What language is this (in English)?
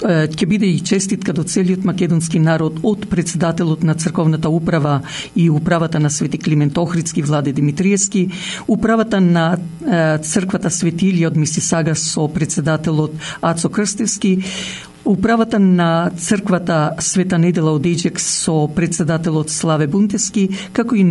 Macedonian